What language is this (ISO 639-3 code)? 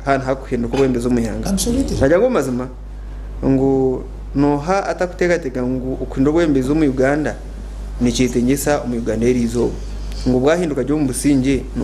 nyn